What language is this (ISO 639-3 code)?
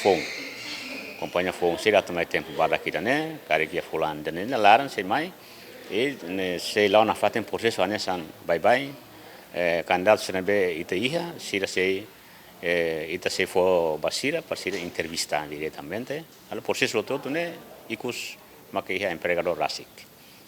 tet